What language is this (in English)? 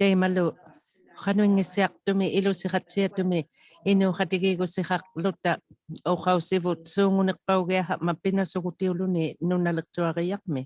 Inuktitut